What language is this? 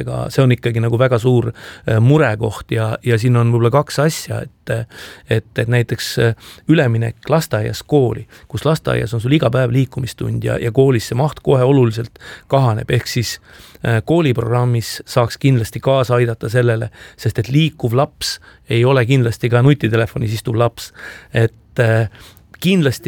Estonian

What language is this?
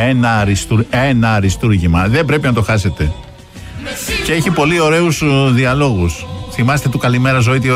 Greek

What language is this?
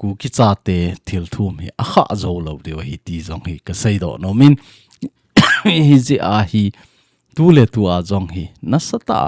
Thado Chin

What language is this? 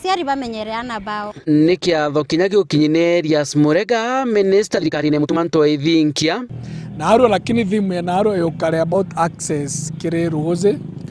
Meru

